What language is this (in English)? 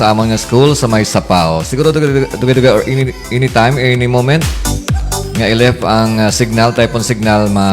Hiligaynon